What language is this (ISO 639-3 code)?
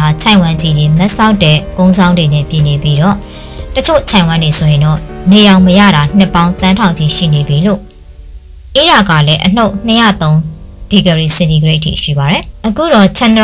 mya